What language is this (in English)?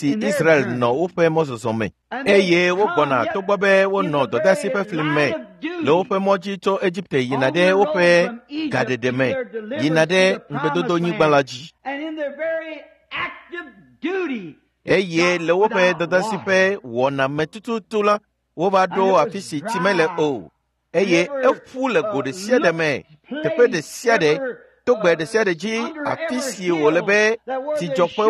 Ewe